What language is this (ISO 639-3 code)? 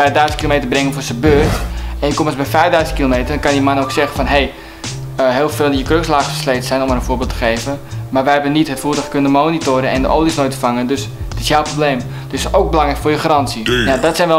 nld